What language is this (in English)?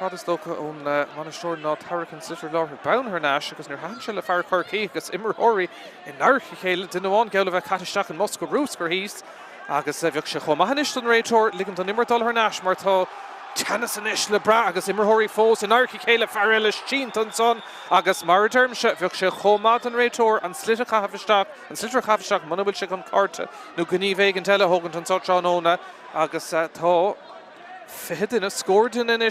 Irish